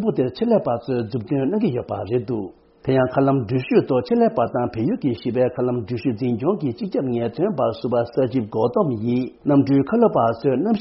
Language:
Tibetan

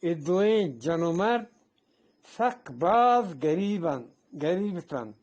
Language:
Eastern Balochi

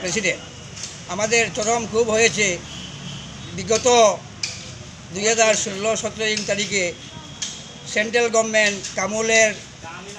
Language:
Bangla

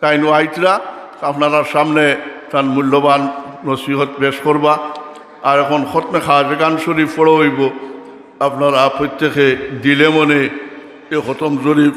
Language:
Sylheti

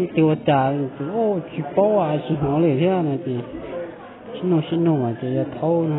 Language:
Hmong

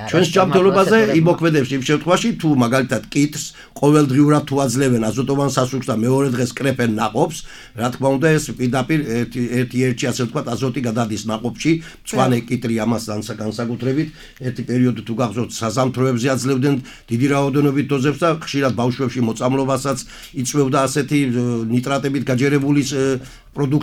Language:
Georgian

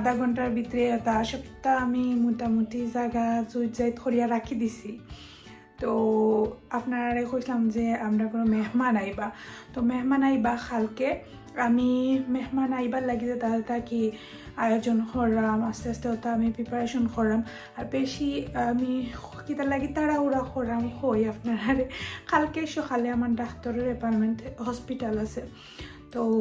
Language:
Sylheti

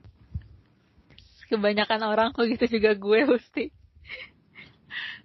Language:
Indonesian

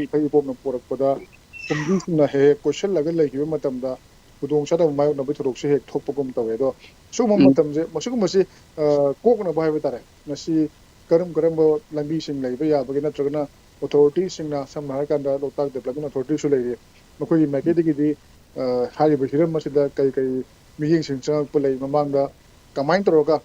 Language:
Manipuri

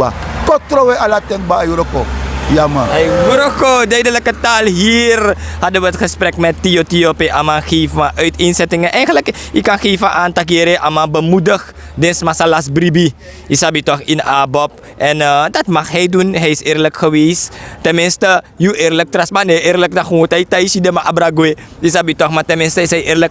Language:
Sranan Tongo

